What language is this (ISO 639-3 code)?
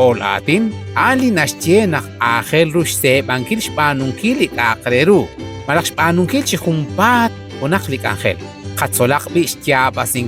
kek